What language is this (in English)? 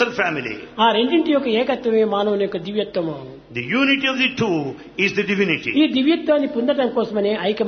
Telugu